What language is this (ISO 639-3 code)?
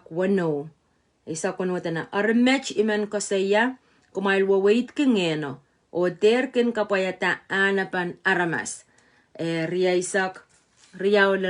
pon